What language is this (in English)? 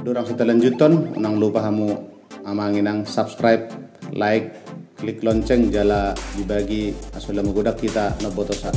Batak Toba